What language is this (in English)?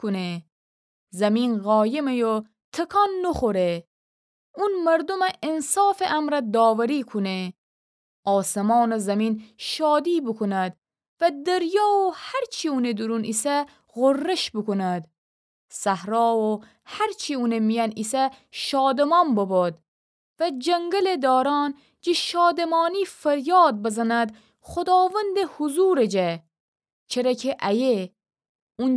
Gilaki